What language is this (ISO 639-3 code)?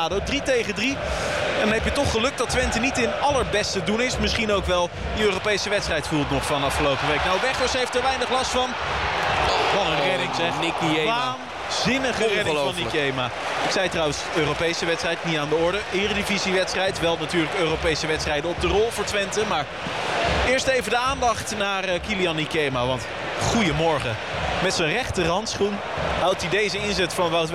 nld